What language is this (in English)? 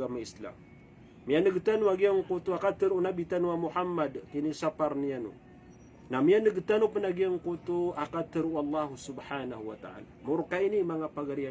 Maranao